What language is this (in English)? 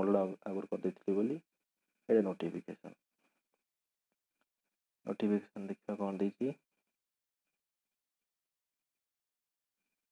Odia